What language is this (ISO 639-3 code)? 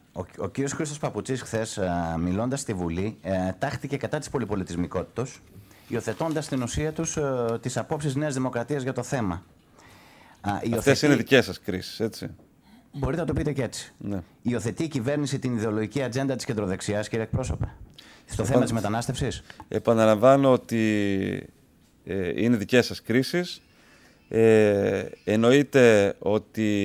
ell